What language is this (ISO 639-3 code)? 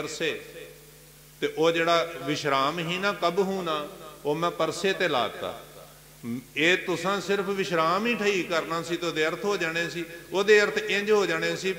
pan